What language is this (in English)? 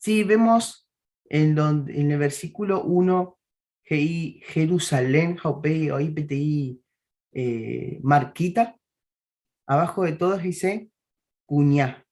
Guarani